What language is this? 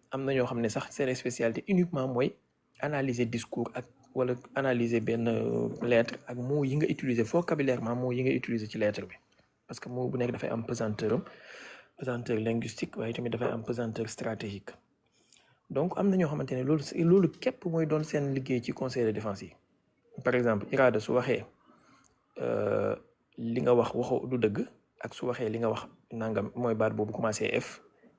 Wolof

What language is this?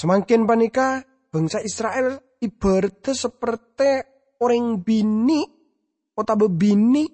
Madurese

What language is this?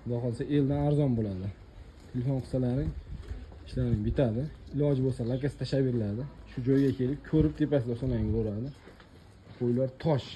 Uzbek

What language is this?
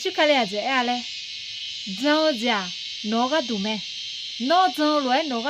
Akha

